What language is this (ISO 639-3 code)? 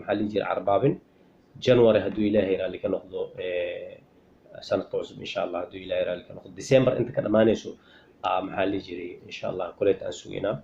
som